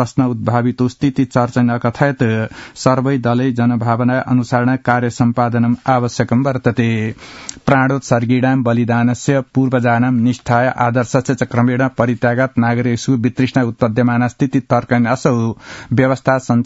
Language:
Sanskrit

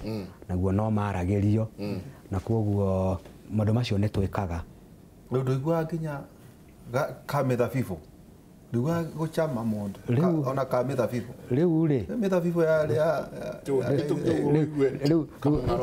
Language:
Kikuyu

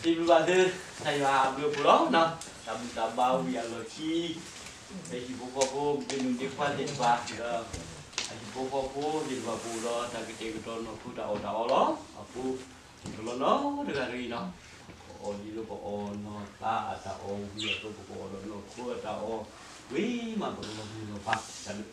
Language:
S'gaw Karen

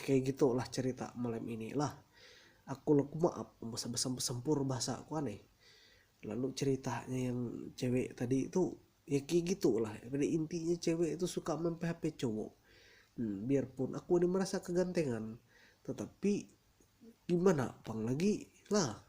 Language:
Ma'anyan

